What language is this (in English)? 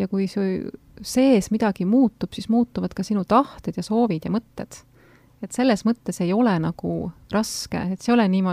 Estonian